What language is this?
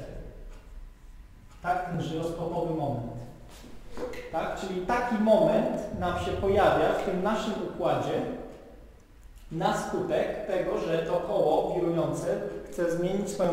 Polish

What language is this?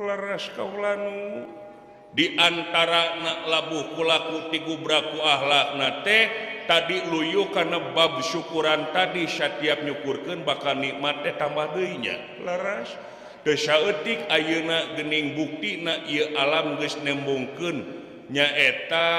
Sundanese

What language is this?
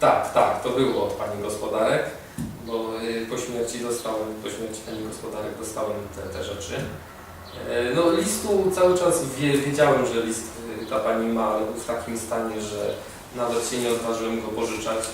Silesian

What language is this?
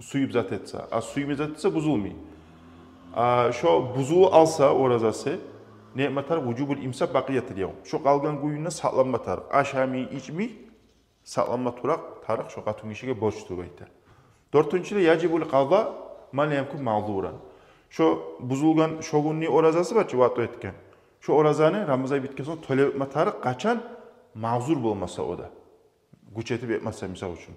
Kumyk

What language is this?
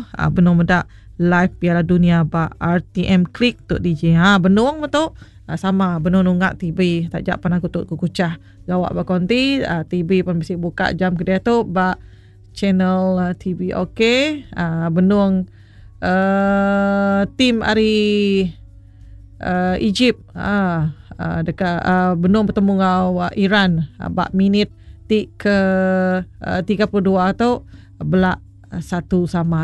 Iban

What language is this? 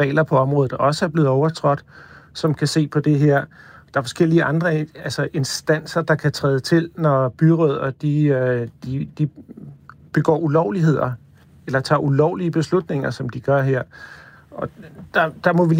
Danish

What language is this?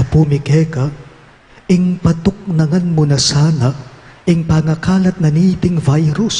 Pampanga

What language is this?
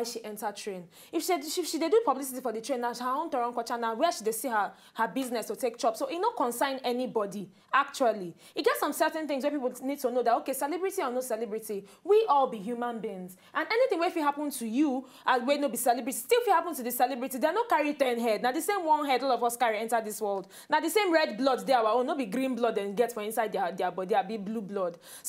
Nigerian Pidgin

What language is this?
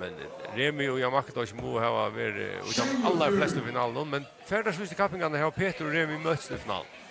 Faroese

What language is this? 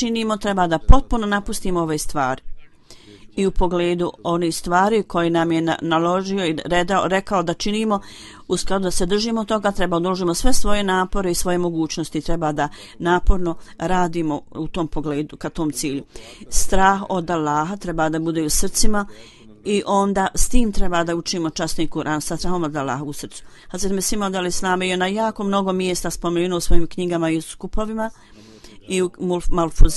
Bosnian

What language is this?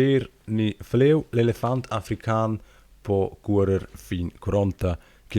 Romansh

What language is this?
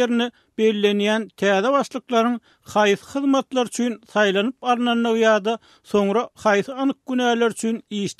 Turkmen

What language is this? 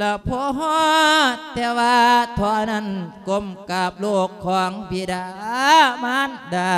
Lao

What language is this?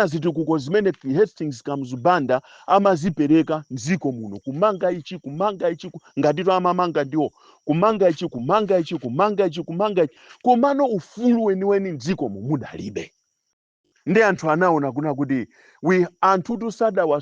Nyanja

